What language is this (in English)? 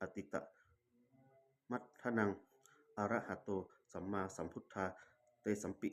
Pali